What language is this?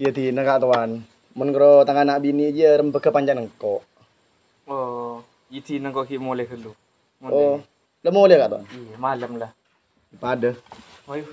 Madurese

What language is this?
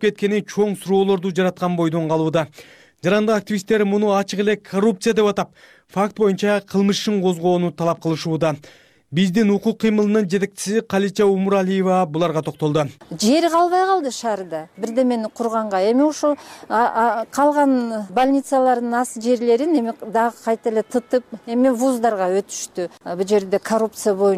Kyrgyz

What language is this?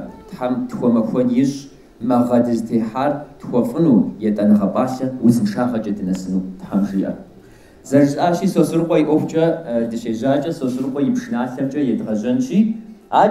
Kabardian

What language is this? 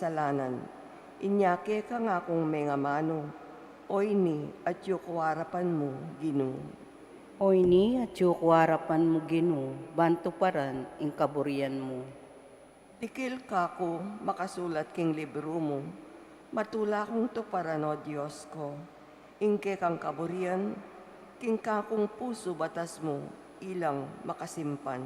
Pampanga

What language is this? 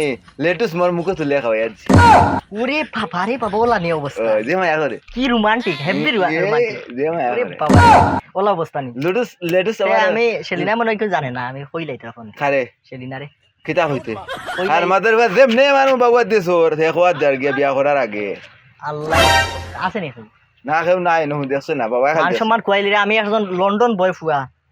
Sylheti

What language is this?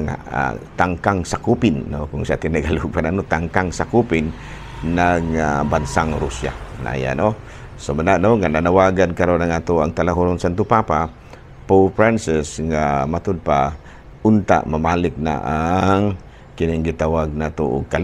Cebuano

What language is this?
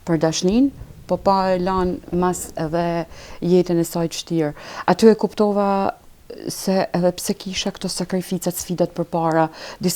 Albanian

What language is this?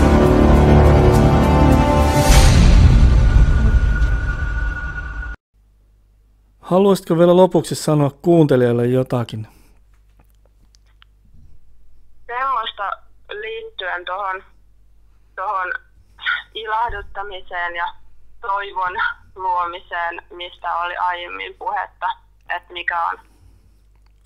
Finnish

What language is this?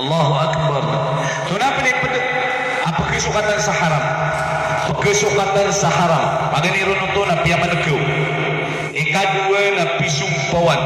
Maranao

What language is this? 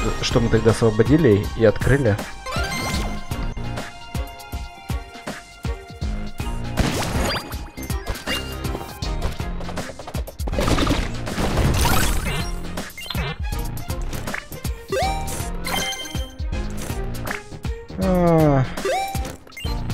Russian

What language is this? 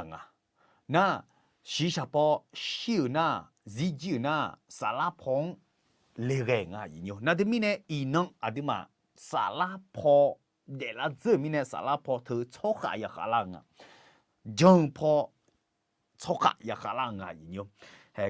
Akha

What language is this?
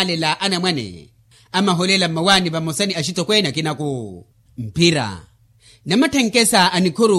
Makhuwa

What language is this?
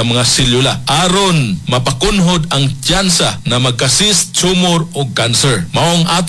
Cebuano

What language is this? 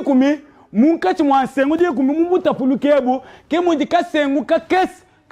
Luba-Lulua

